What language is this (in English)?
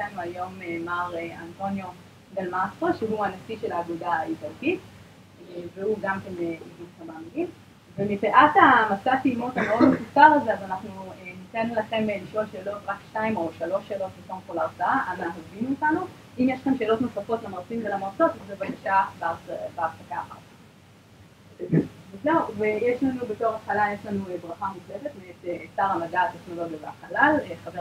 Hebrew